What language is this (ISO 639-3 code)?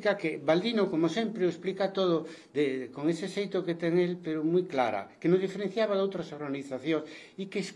glg